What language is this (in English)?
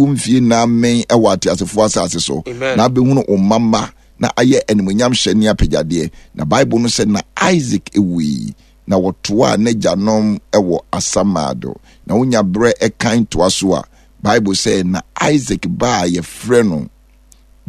Akan